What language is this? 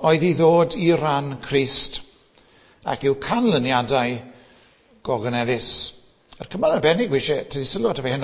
Welsh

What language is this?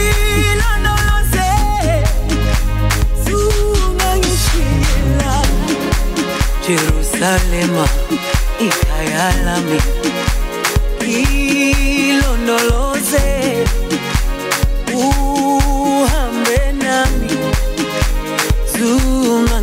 Basque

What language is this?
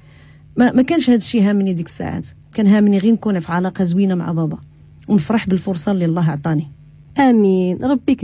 Moroccan Arabic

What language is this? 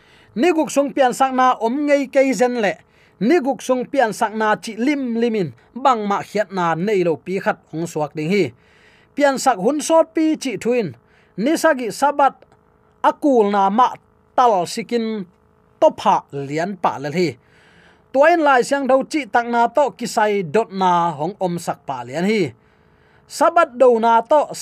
Tedim Chin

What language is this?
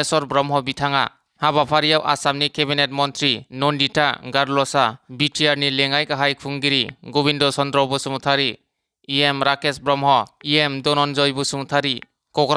Bodo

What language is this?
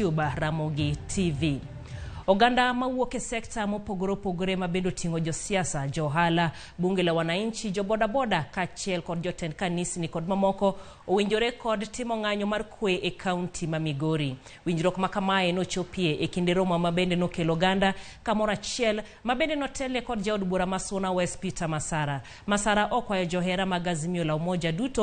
Luo (Kenya and Tanzania)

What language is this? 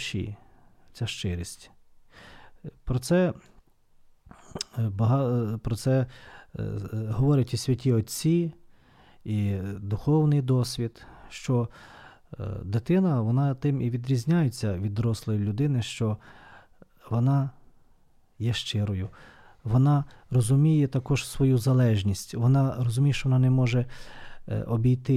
Ukrainian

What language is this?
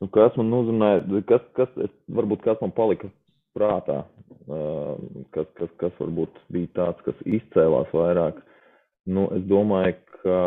Latvian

